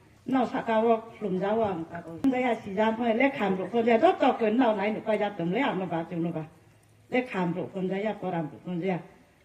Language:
Riang (India)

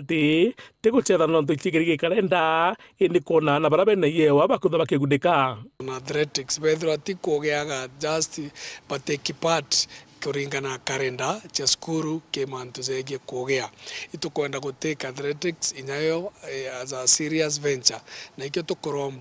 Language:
Meru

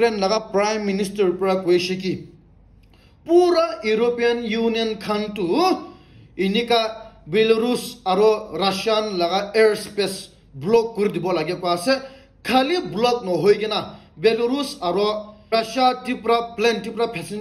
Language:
Naga Pidgin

